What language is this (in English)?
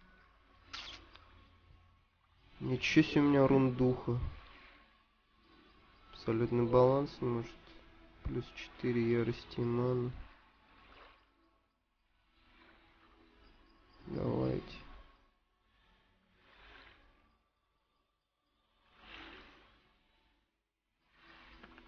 Russian